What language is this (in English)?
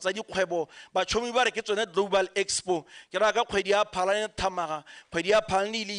Tswana